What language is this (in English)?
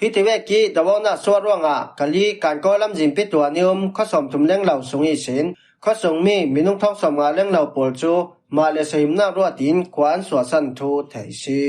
Falam Chin